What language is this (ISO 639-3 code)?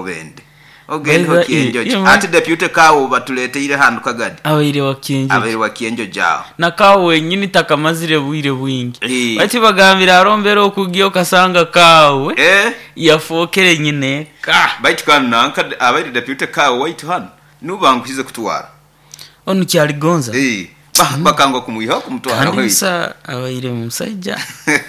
nyo